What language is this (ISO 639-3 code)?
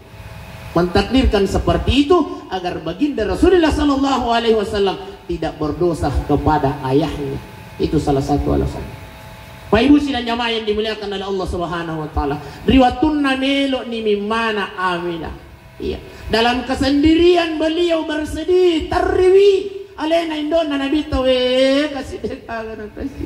bug